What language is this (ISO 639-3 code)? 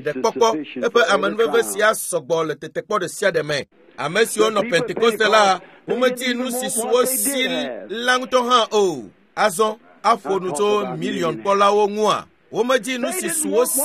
ewe